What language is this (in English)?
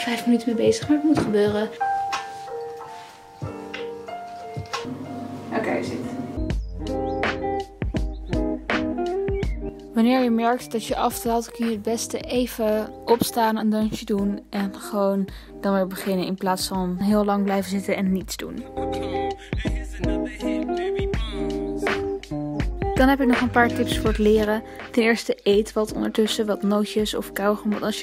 Dutch